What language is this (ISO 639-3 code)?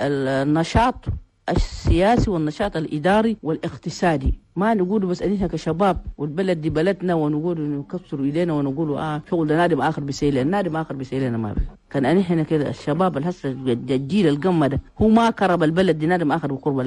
shu